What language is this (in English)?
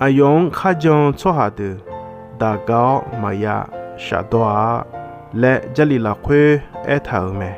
Akha